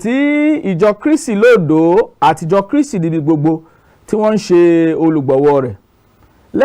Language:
Yoruba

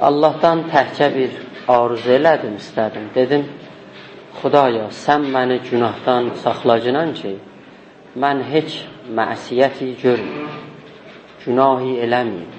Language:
South Azerbaijani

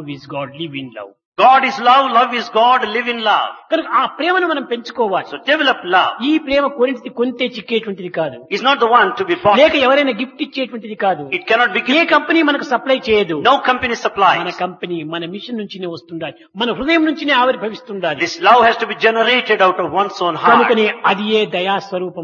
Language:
Telugu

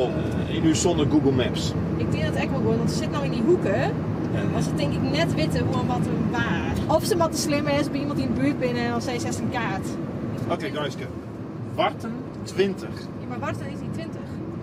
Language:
Western Frisian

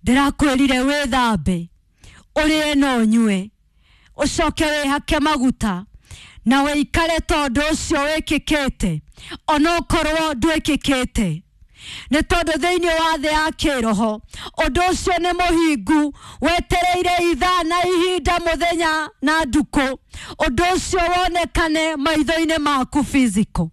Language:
Kikuyu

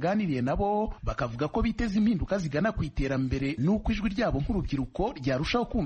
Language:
Kinyarwanda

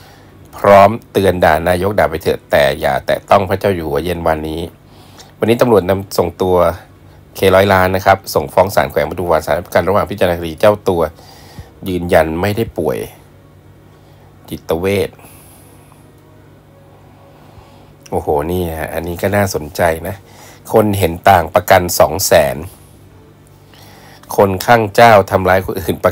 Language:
Thai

